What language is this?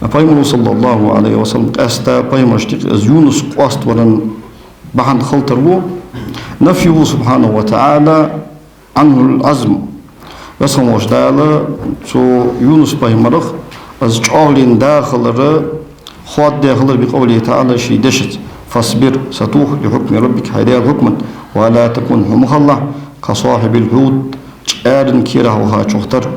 Ingush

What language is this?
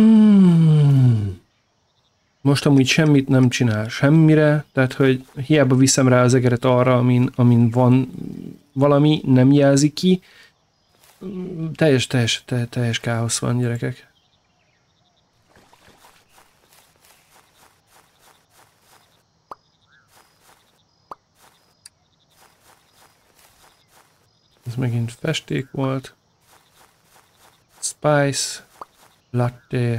Hungarian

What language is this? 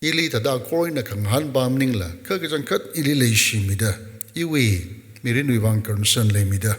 Tangkhul Naga (India)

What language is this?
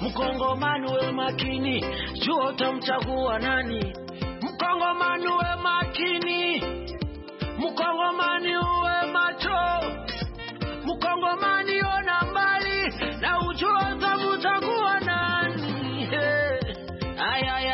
Swahili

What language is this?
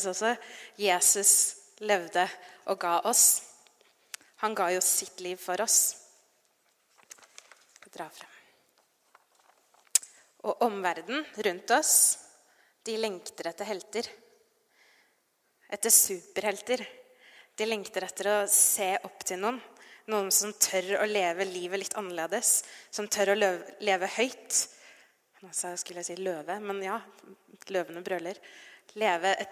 Norwegian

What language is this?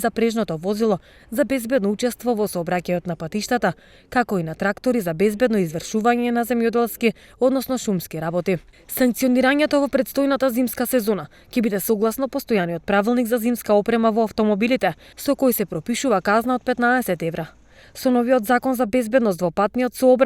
Macedonian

